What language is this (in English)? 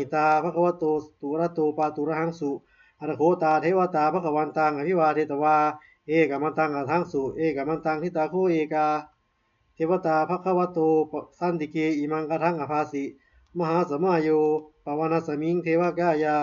Pali